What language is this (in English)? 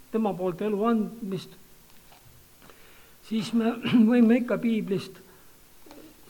Estonian